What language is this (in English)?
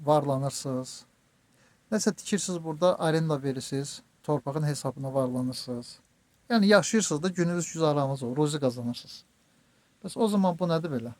Azerbaijani